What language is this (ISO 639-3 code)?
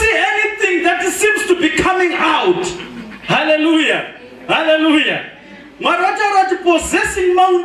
sna